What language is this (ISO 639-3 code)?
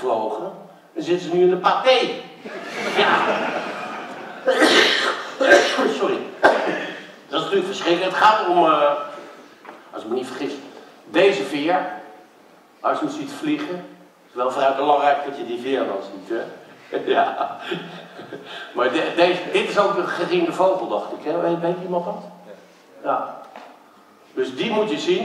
nld